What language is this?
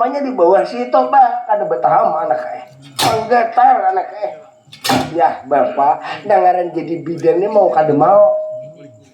Banjar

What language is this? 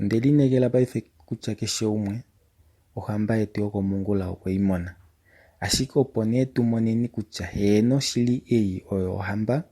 Kuanyama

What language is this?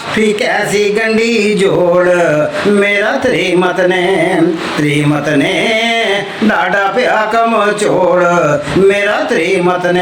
Dogri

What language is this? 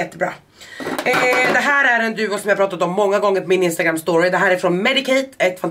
Swedish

